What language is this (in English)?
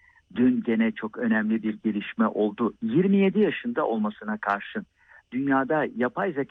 Turkish